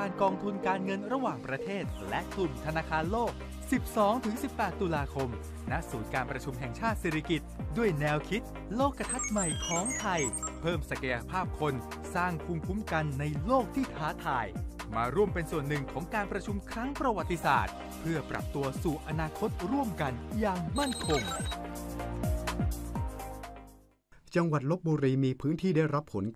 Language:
Thai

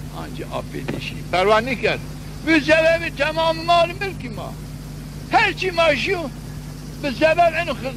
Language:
Zaza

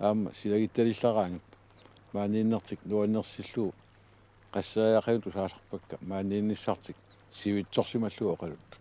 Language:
Kalaallisut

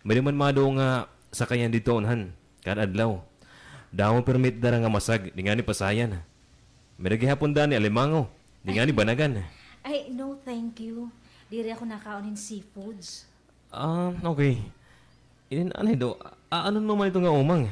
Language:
Waray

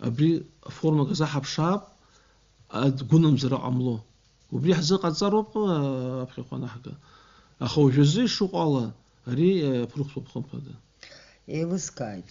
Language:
Abkhazian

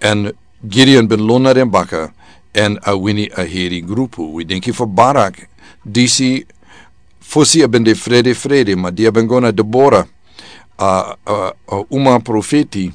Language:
Sranan Tongo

